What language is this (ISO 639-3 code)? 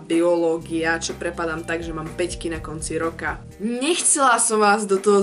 slk